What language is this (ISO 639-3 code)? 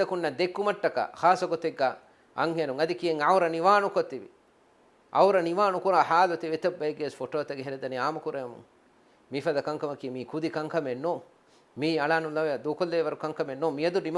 div